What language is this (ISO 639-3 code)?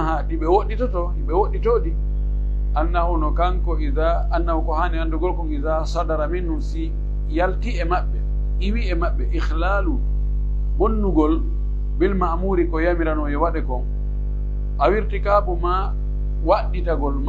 fuf